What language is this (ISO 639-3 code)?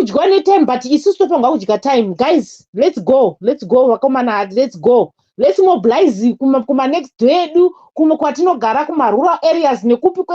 sna